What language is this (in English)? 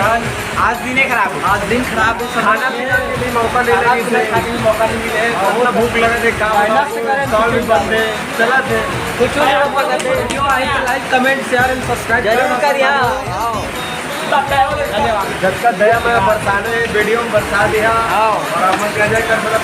Chhattisgarhi